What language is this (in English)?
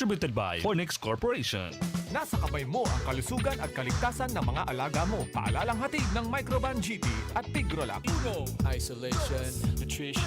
Bikol